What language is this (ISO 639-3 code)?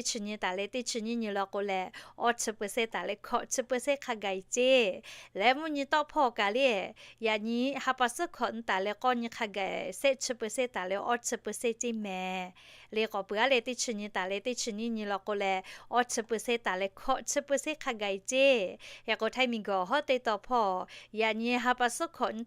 lhu